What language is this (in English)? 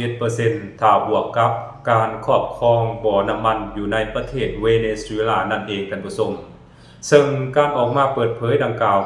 Lao